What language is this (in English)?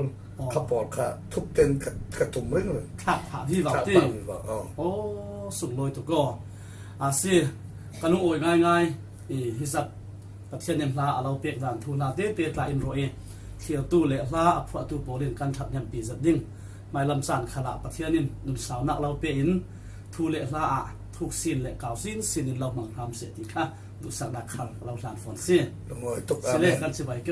Falam Chin